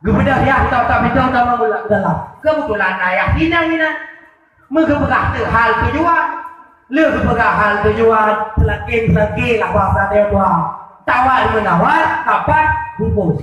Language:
Achinese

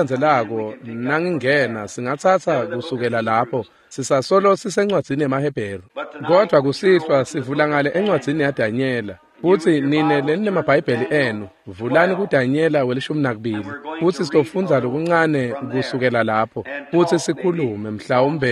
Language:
Swati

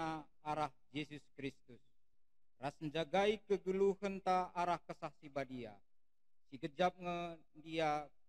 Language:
Batak Karo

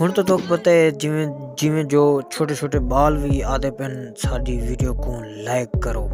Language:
Saraiki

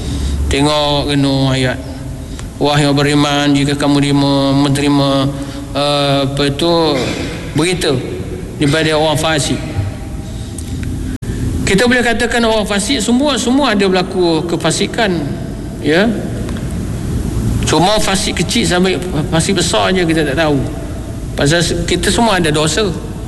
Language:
Malay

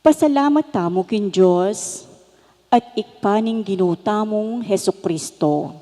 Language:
Pampanga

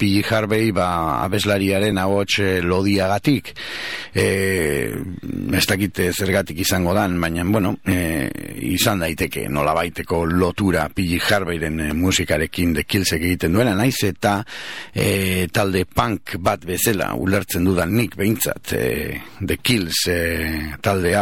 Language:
Basque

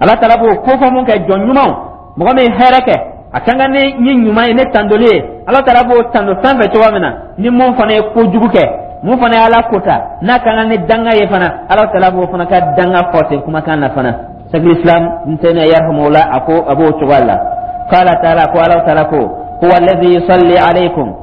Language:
Dyula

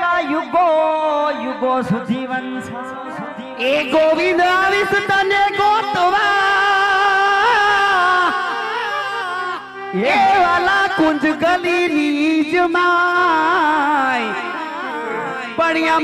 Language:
Gujarati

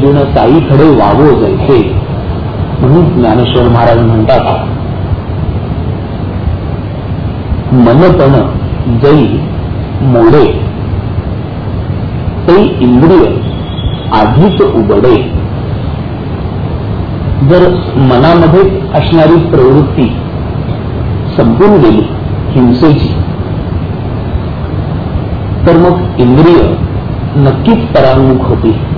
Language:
Marathi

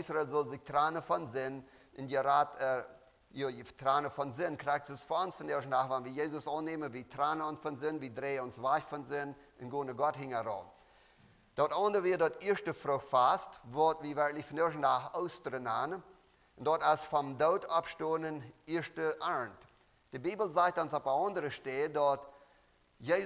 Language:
Plautdietsch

